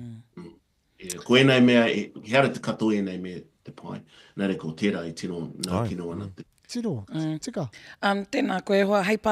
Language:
Māori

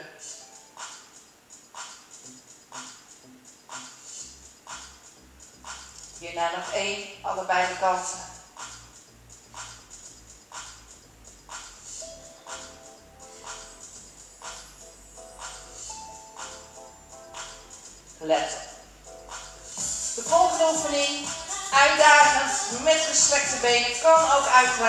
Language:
Dutch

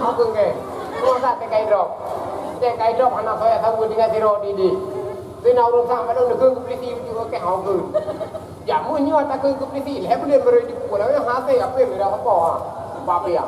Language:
Achinese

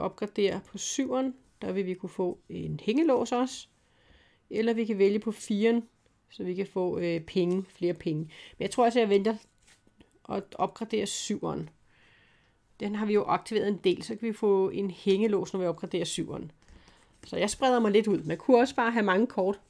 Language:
Danish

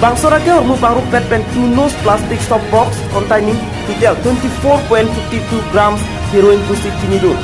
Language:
Karbi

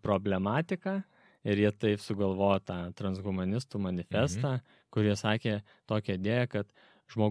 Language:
Lithuanian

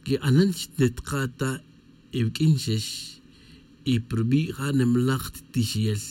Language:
Tz'utujil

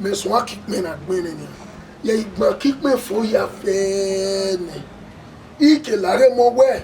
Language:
Bini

